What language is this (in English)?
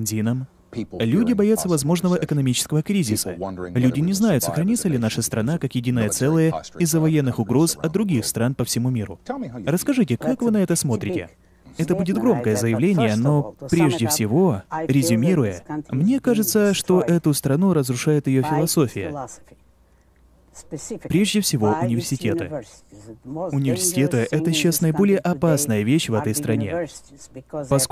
Russian